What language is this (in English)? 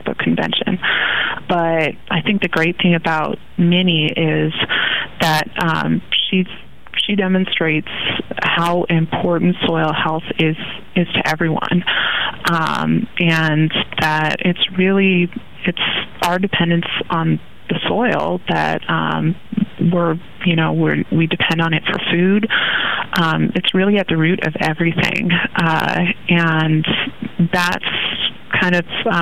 English